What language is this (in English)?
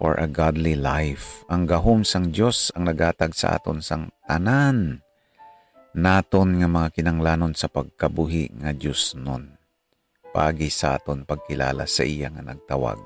Hiligaynon